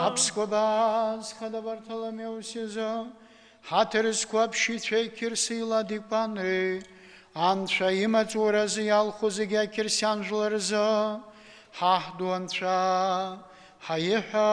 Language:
Abkhazian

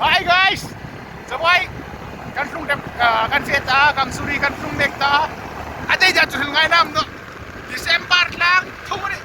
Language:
Hmar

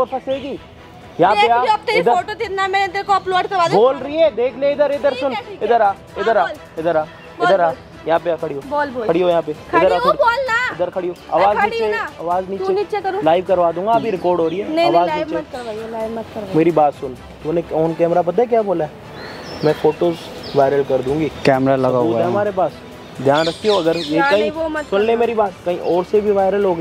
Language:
Hindi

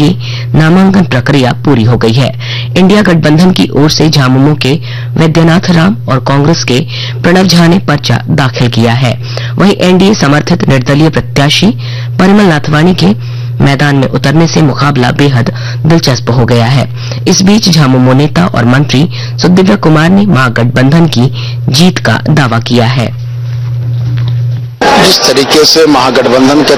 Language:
Hindi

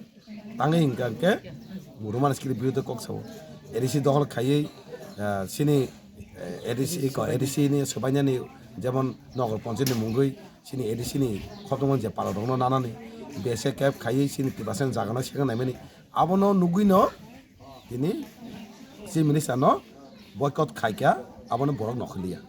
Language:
Kok Borok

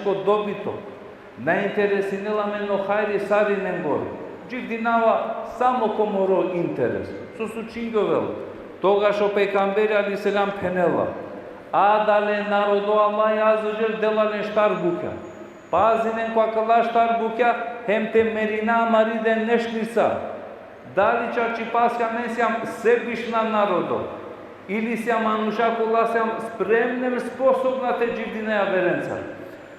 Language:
Balkan Romani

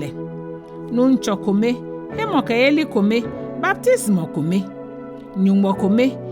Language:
Ga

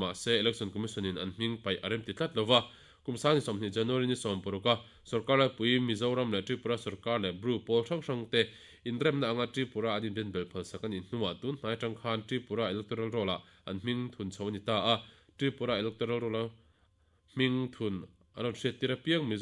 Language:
Mizo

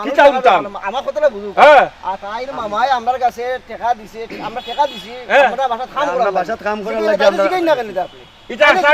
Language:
Sylheti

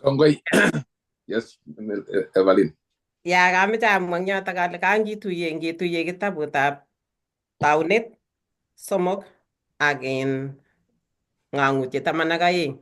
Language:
Kalenjin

